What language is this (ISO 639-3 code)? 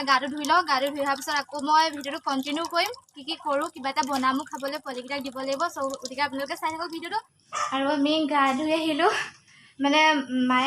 asm